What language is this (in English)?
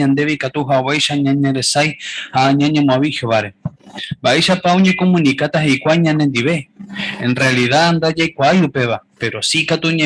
Guarani